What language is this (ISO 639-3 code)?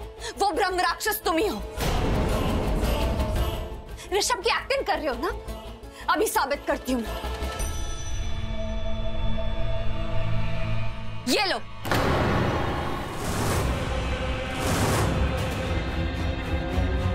hin